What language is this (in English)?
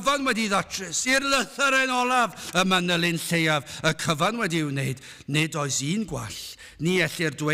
Welsh